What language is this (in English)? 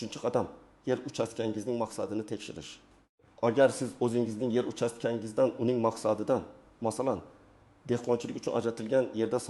Uzbek